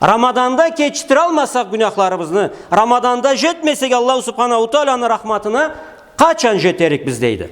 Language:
Karachay-Balkar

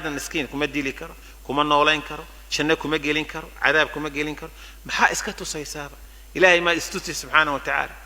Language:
Somali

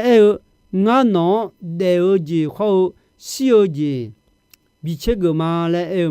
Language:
Akha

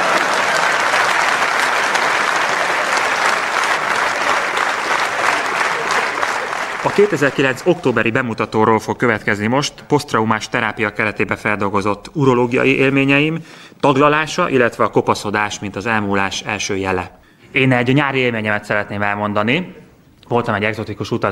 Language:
Hungarian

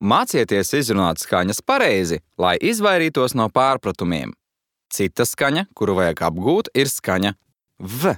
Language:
Latvian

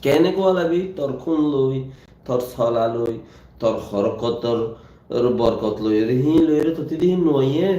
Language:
Rohingya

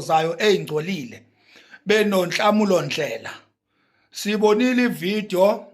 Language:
Zulu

